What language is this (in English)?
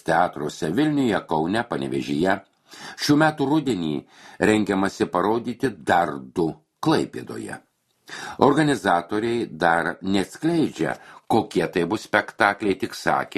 Lithuanian